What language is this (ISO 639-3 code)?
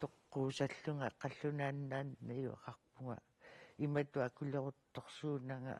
kal